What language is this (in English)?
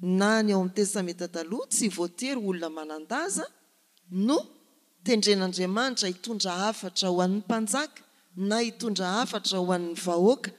Malagasy